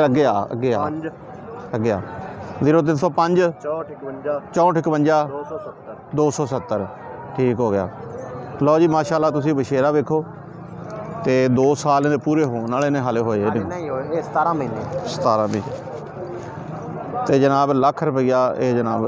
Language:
Punjabi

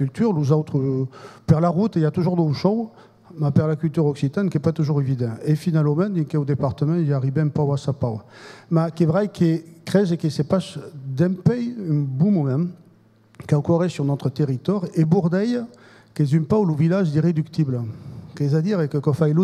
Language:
Occitan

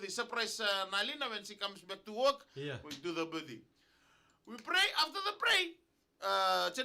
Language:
Fijian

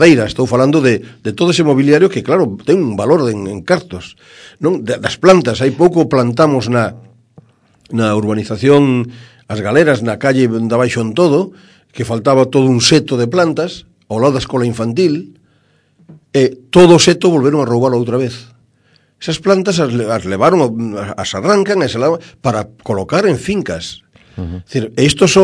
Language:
Galician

